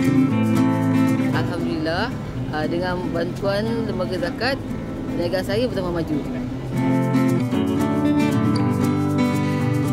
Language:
Malay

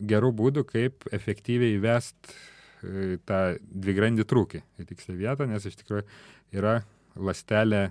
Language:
Lithuanian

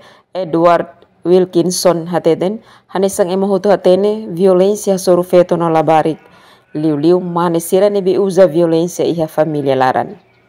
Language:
Tetum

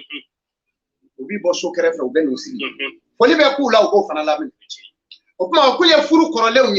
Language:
Bambara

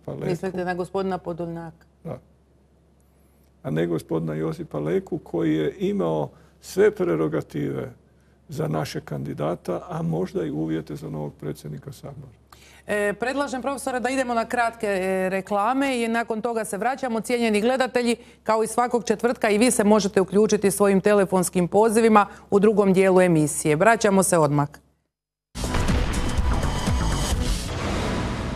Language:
Croatian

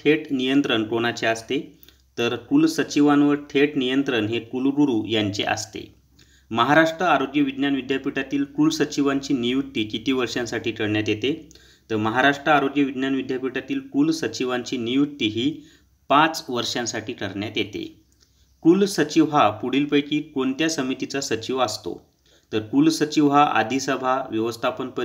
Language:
Marathi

